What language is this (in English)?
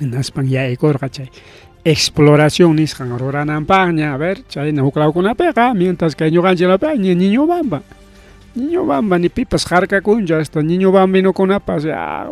Ayacucho Quechua